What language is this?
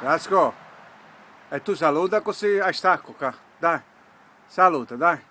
Sicilian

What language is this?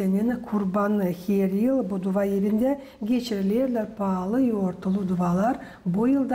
Gagauz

